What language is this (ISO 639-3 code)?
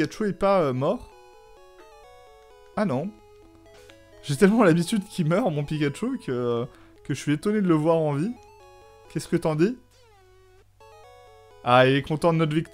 fra